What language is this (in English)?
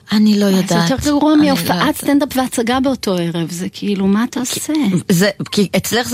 Hebrew